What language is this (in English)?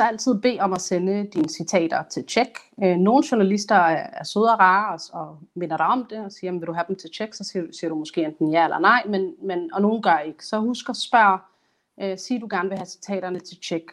Danish